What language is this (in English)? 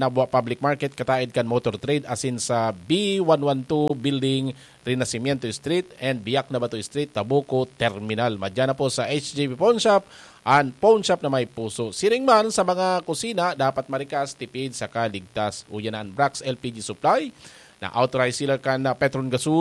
Bikol